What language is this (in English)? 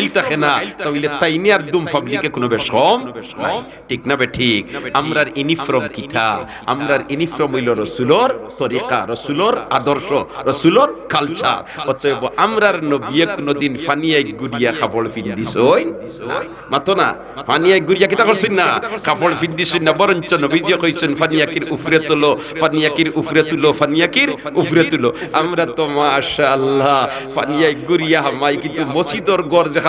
Sylheti